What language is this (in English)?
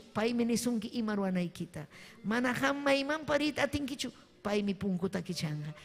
Ayacucho Quechua